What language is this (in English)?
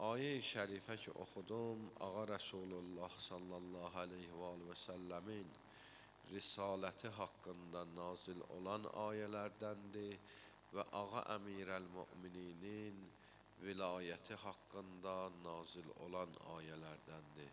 Azerbaijani